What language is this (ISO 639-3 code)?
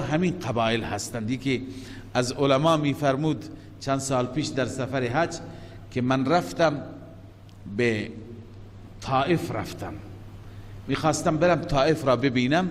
fas